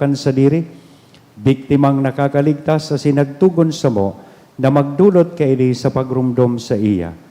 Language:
Bikol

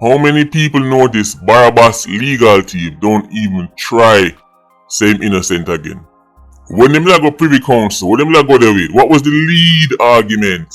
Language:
Jamaican Creole English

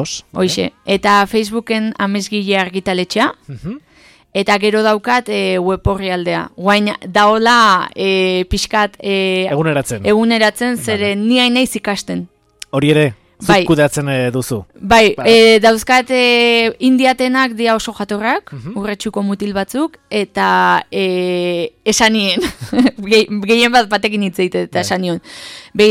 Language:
Basque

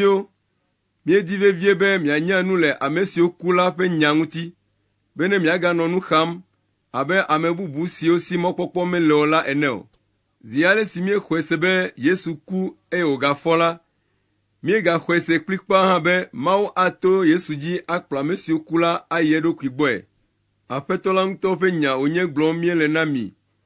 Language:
Ewe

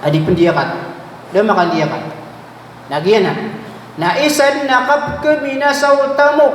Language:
Maranao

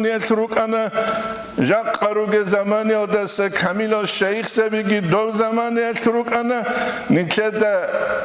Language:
Avaric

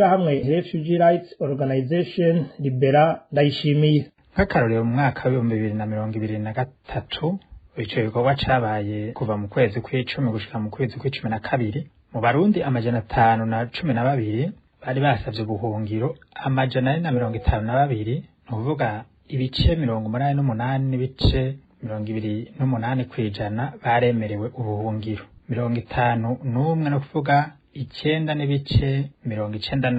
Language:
Rundi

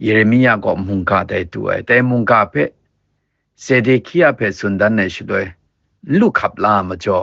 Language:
Kachin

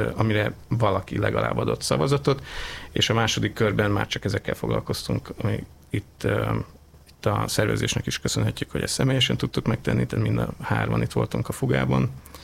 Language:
Hungarian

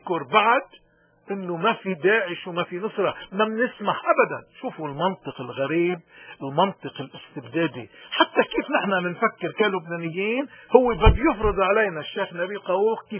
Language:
North Levantine Arabic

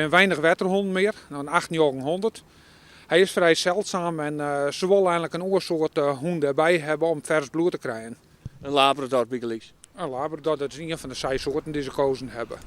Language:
Western Frisian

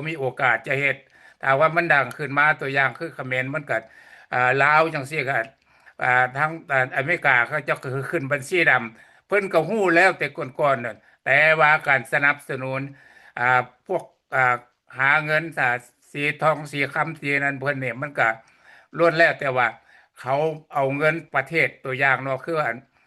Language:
Lao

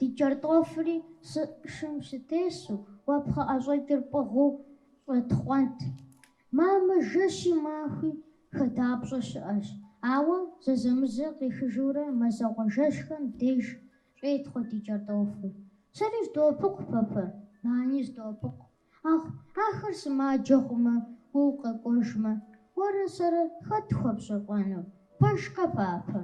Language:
Kabardian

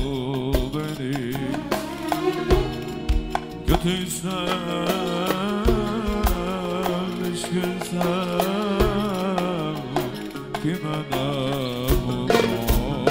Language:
Turkish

